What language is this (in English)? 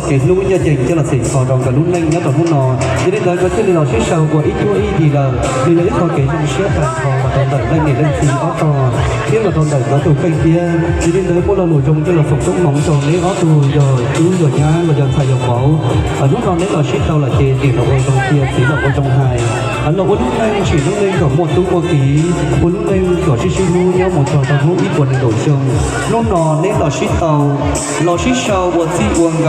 Hmong